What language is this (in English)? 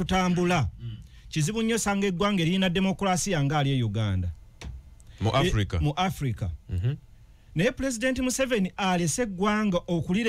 Ganda